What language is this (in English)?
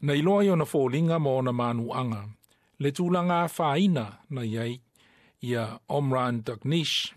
Samoan